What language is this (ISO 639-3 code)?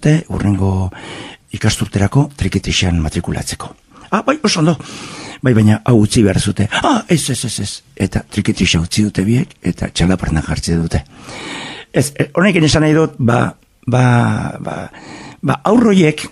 eus